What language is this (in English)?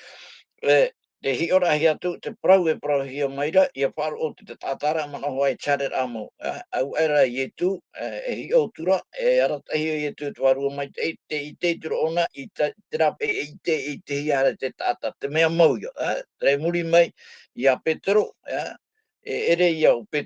Tahitian